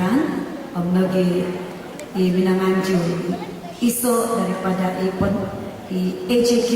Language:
Central Dusun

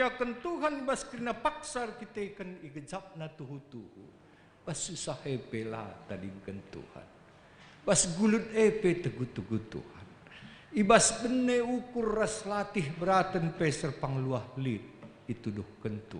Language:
Batak Karo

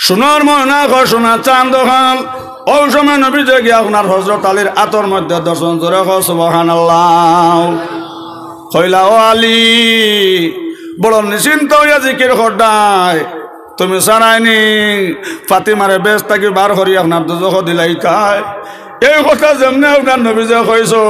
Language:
Sylheti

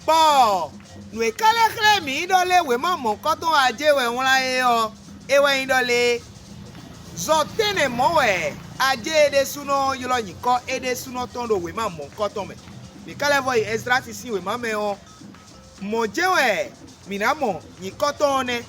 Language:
Fon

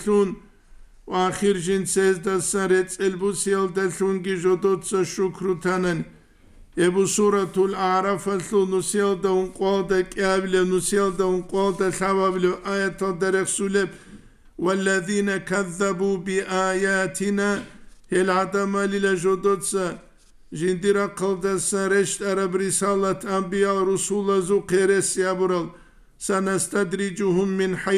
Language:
Avaric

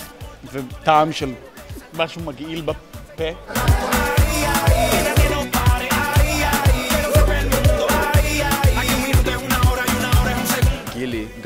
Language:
Hebrew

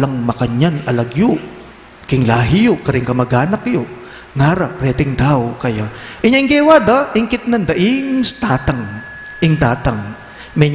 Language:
Pampanga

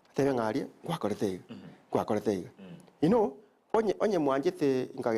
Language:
Gusii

